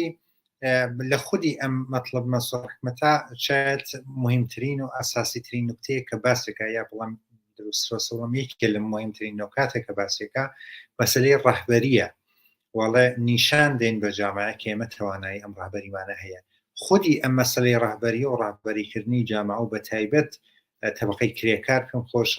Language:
Central Kurdish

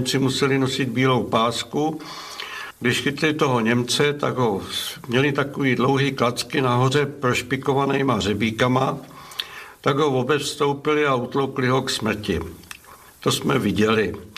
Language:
Czech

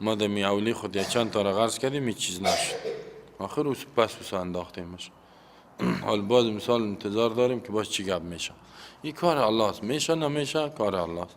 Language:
Persian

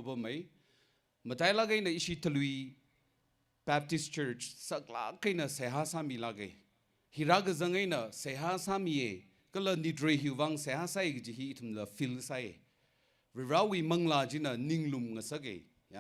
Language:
Tangkhul Naga (India)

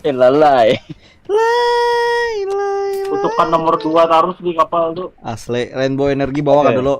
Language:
Banjar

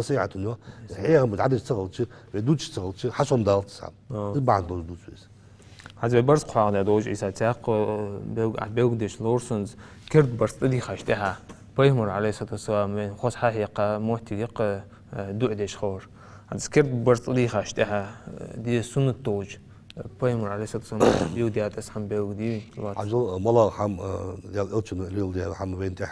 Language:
Ingush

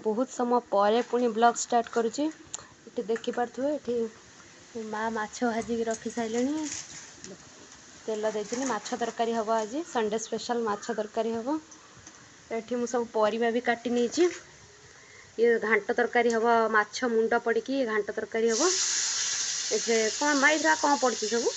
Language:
Odia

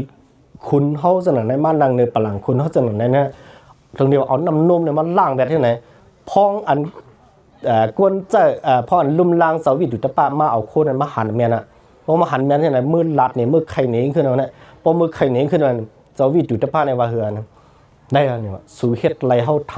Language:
Shan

